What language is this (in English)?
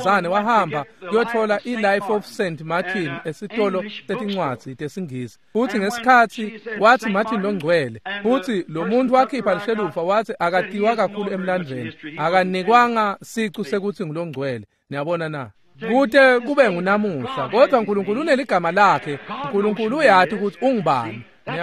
Swati